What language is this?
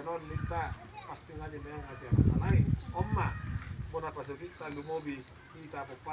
Batak Toba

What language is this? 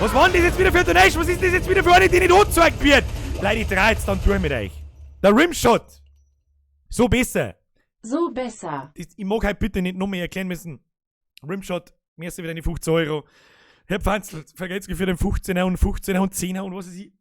Bavarian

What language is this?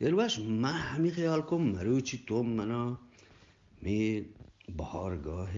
Eastern Balochi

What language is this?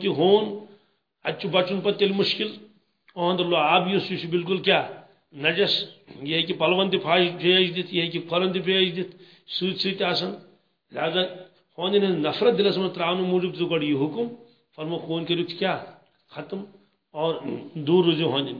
Kashmiri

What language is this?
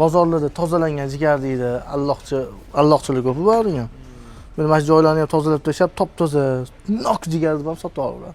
Uzbek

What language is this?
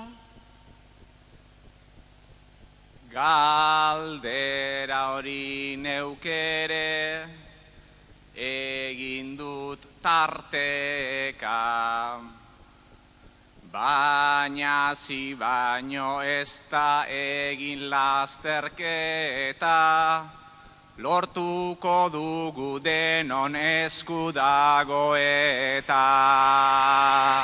Basque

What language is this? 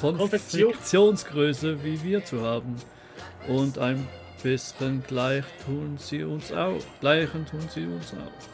Swiss German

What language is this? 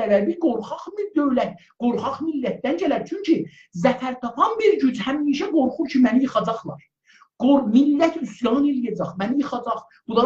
South Azerbaijani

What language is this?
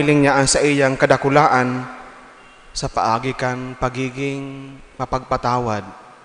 Bikol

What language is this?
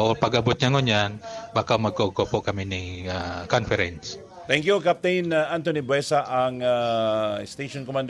Bikol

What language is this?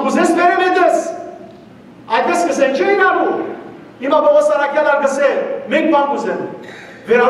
Western Armenian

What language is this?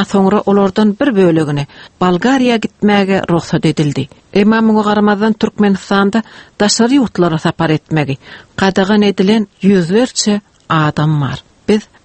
Turkmen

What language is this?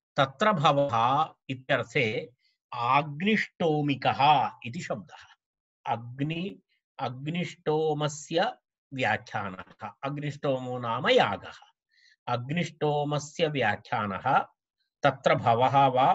Sanskrit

